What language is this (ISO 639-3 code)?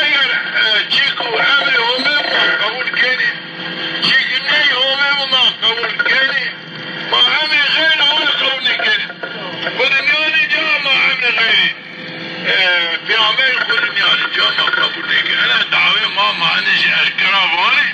zza